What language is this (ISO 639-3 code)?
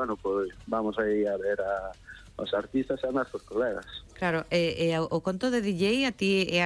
glg